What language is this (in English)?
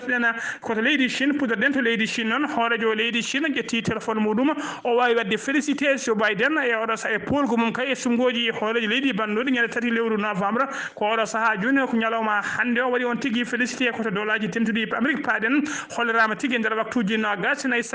Fula